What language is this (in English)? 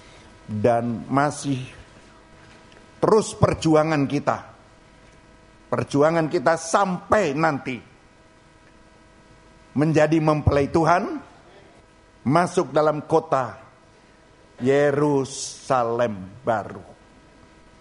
Indonesian